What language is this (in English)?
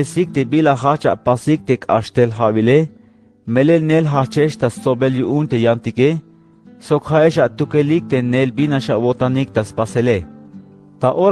Tzeltal